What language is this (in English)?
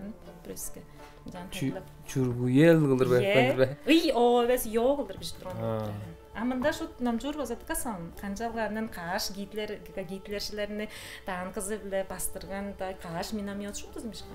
Tuvinian